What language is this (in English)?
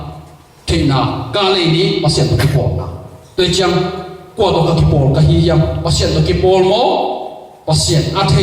Tedim Chin